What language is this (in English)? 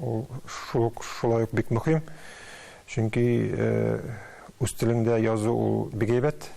Tatar